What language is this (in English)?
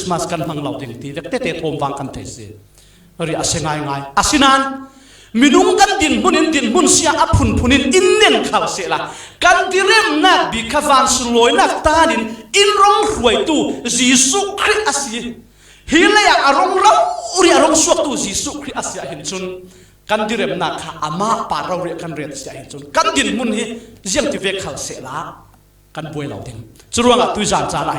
Falam Chin